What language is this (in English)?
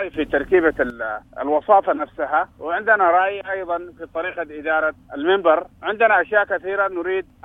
Sudanese Arabic